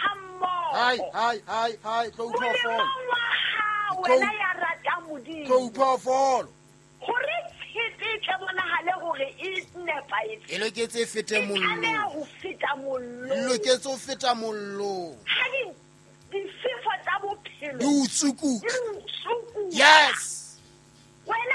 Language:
Southern Sotho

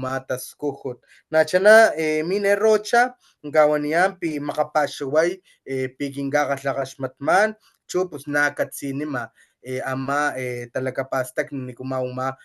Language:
Papantla Totonac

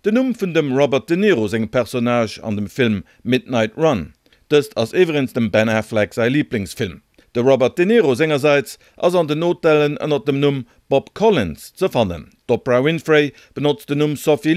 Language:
Luxembourgish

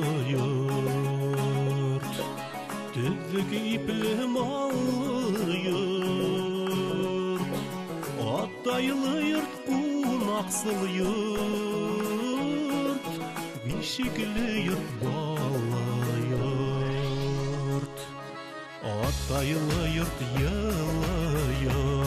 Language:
Bashkir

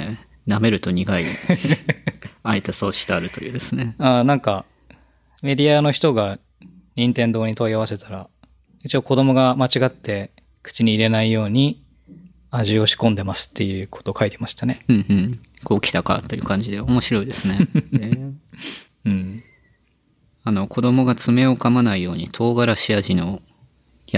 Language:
Japanese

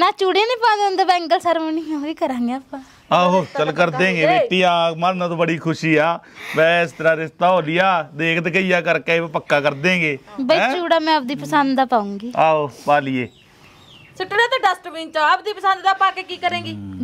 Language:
Punjabi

